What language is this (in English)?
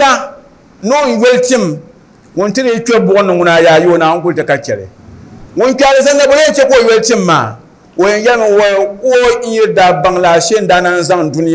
Dagbani